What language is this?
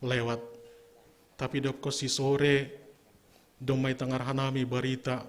Batak Simalungun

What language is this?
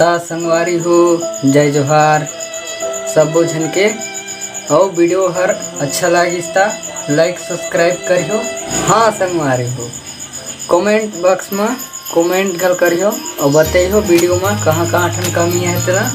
Chhattisgarhi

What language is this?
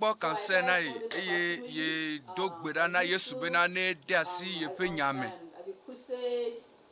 Ewe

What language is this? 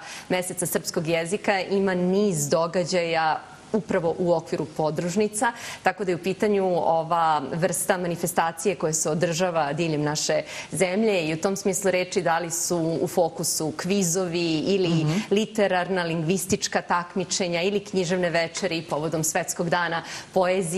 Serbian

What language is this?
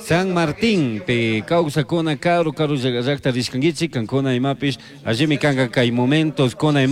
Chimborazo Highland Quichua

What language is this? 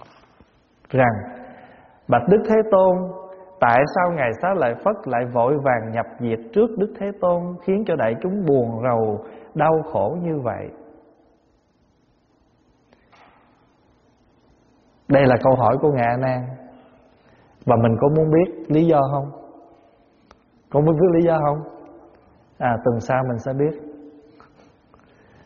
Vietnamese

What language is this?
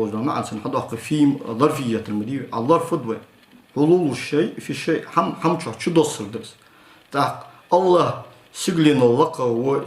Ingush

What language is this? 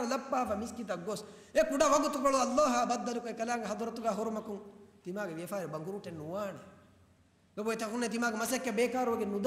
Divehi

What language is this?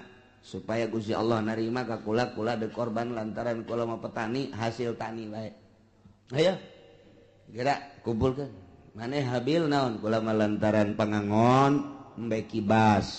Sundanese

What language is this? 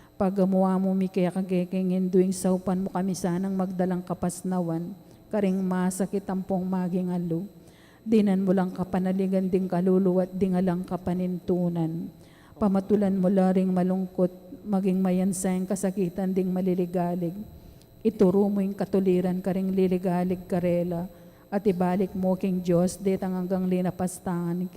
Pampanga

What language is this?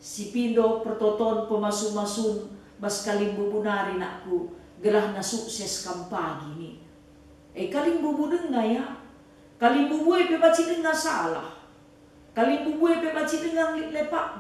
Batak Karo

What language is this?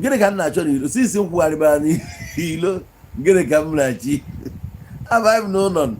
Igbo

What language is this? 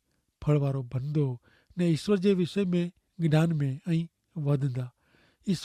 Kachhi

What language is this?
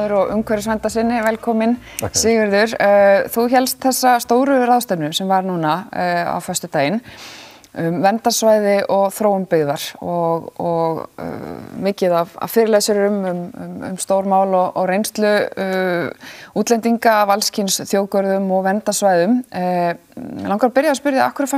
Icelandic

